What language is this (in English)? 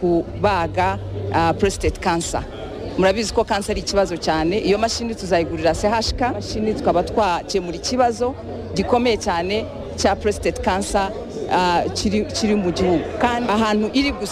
Kinyarwanda